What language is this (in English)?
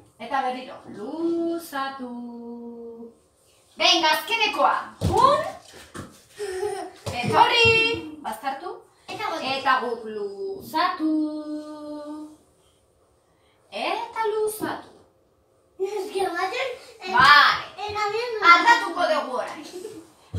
Basque